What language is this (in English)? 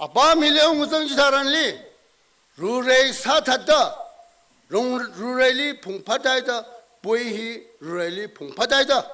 Tangkhul Naga (India)